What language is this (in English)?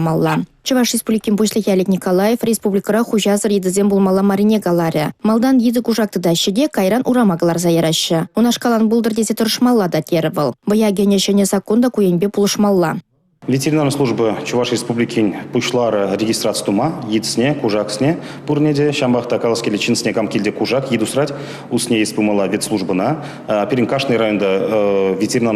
Chuvash